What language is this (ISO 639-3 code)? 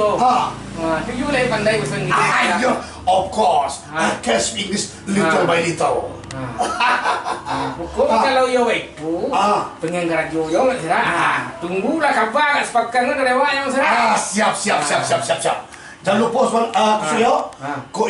min